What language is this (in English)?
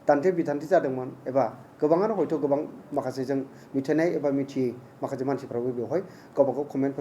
Bodo